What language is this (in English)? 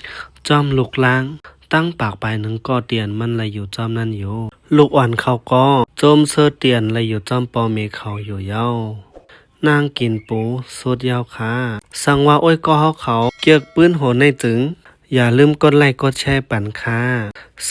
Shan